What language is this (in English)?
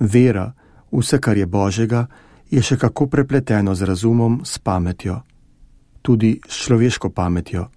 Slovenian